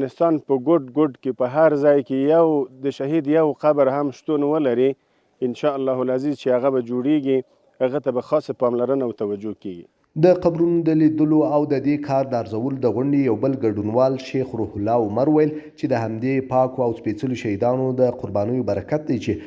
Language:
Pashto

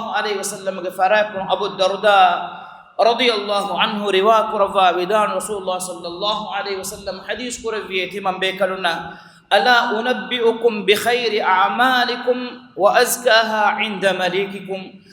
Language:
Divehi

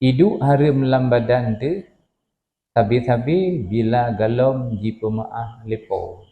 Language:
Achinese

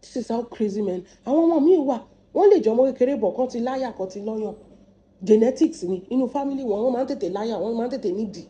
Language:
Yoruba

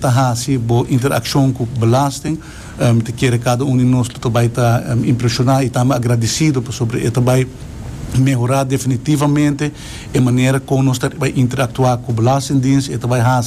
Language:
Papiamento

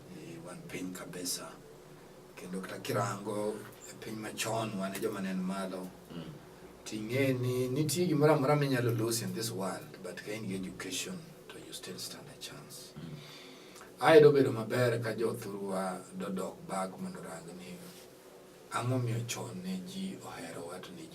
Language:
Luo (Kenya and Tanzania)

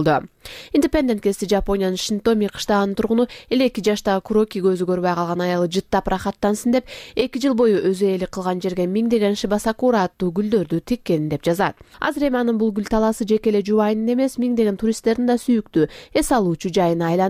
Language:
Kyrgyz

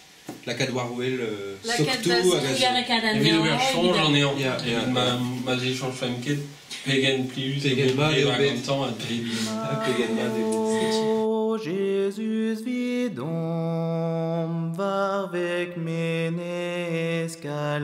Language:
Breton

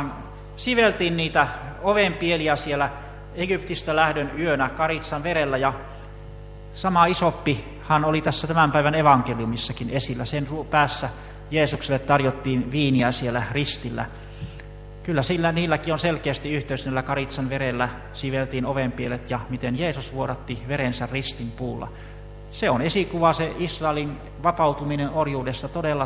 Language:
Finnish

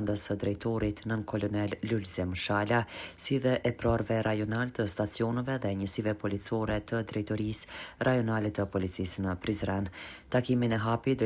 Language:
Albanian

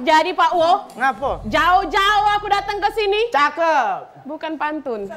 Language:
Musi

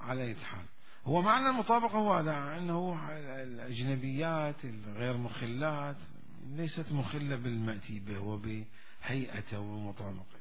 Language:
Mesopotamian Arabic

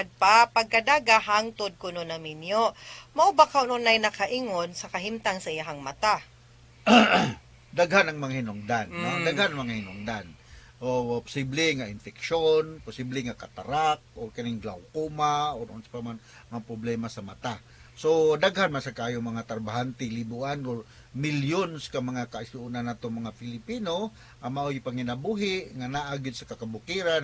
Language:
Cebuano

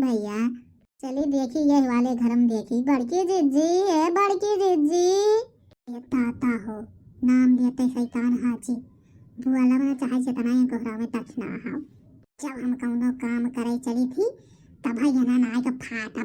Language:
Awadhi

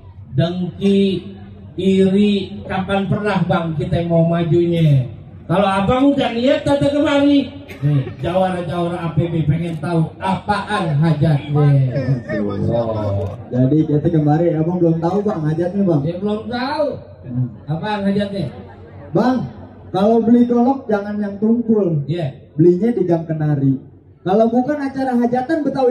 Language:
Betawi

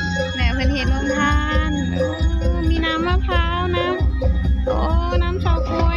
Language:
Northeastern Thai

